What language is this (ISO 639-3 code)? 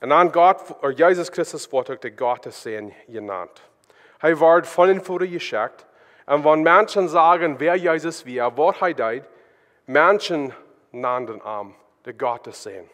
pdt